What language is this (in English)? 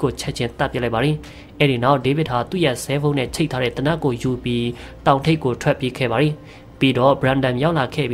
Burmese